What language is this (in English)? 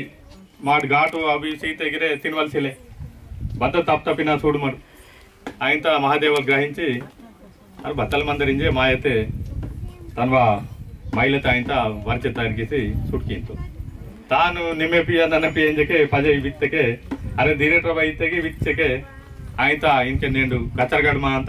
Aheri Gondi